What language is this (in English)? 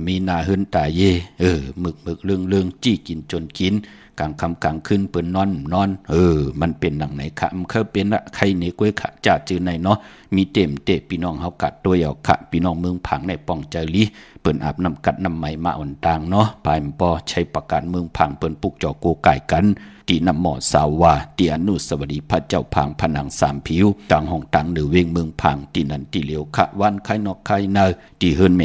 Shan